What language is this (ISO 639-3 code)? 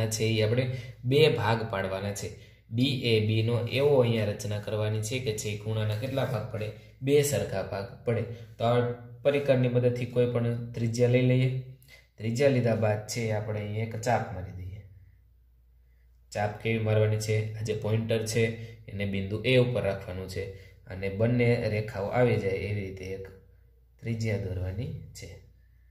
guj